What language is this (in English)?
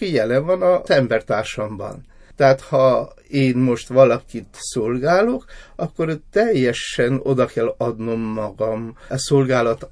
Hungarian